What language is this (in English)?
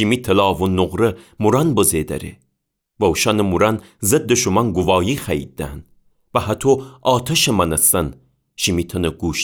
Gilaki